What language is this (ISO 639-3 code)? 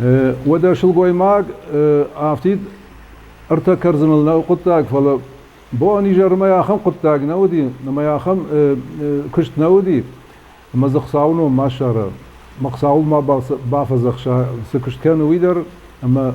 oss